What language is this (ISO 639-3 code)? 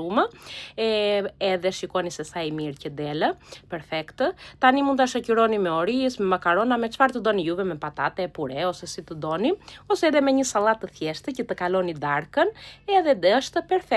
sqi